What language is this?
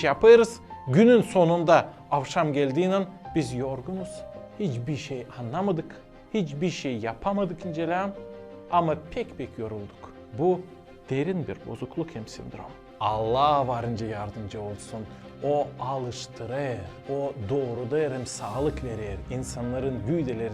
Gagauz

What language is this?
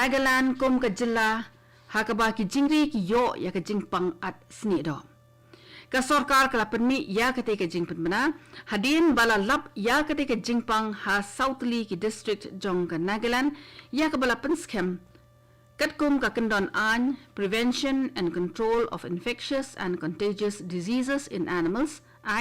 Khasi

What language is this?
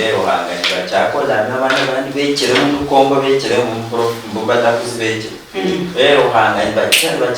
Luyia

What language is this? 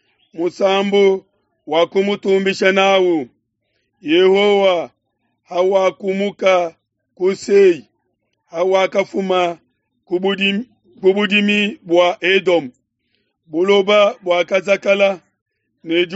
Luba-Lulua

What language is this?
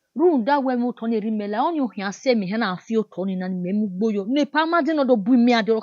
Bini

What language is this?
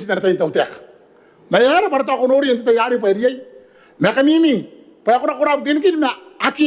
Gilbertese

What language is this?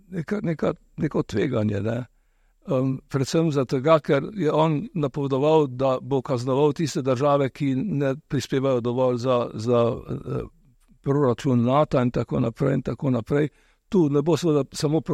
Slovenian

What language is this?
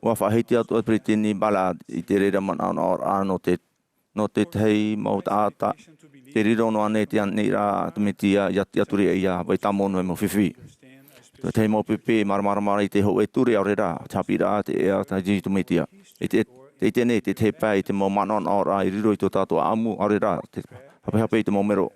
Tahitian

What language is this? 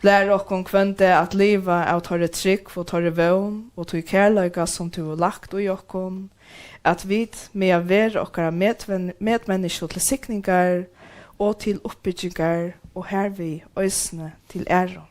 Faroese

